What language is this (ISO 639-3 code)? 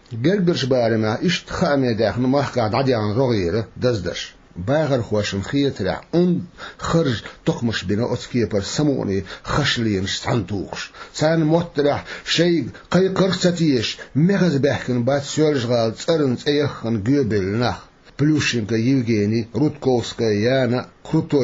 che